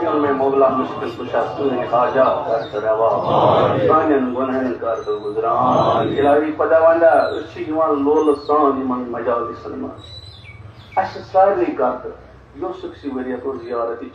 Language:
Kashmiri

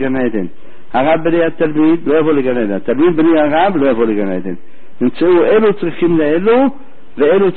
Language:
Hebrew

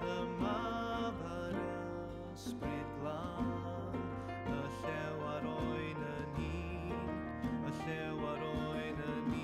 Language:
Welsh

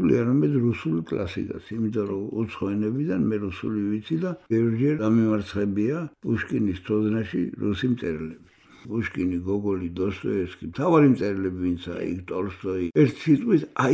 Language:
Georgian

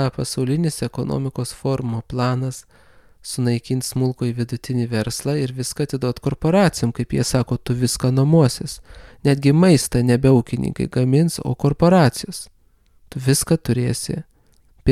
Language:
Lithuanian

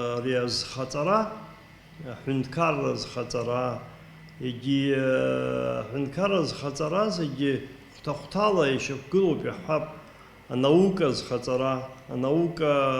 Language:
Abkhazian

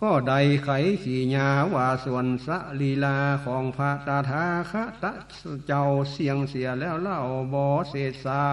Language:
Northern Thai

